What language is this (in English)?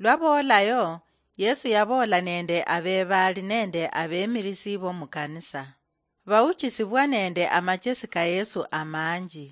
Luyia